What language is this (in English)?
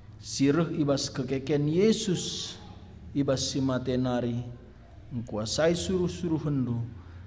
Batak Karo